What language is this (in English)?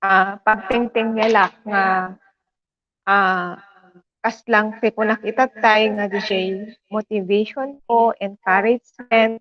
Iloko